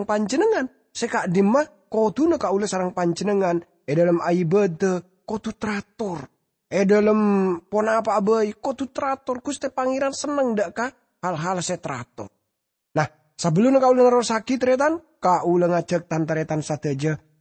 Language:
Madurese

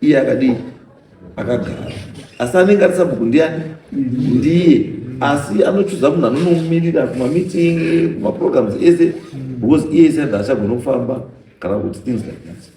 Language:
Shona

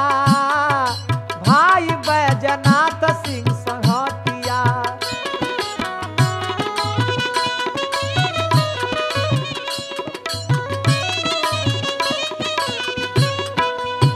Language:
Bhojpuri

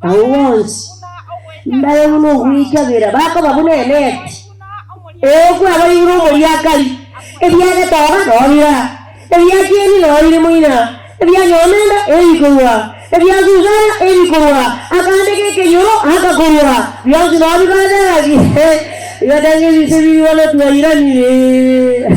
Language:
Gusii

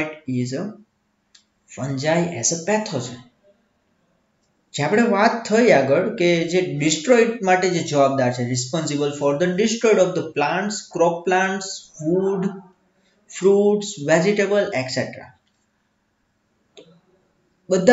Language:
Gujarati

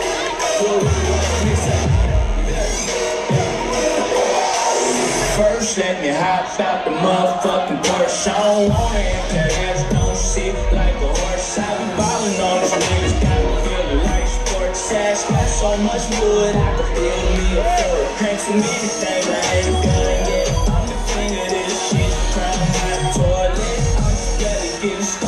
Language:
English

